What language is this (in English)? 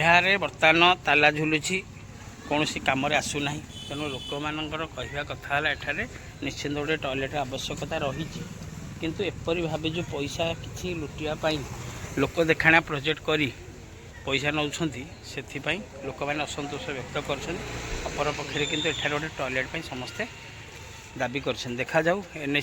Odia